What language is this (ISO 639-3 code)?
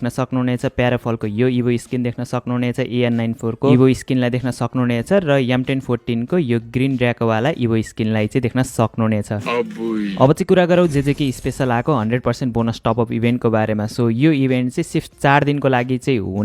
nep